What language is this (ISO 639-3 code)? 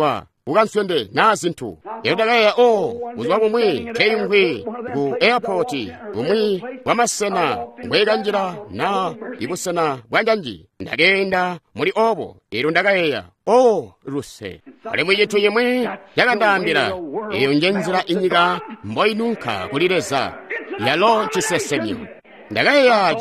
toi